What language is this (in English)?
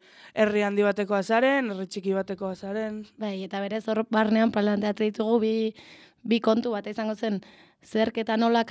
Basque